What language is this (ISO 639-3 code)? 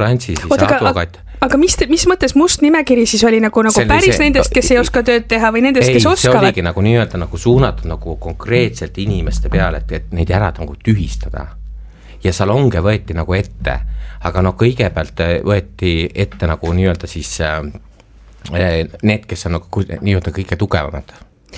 est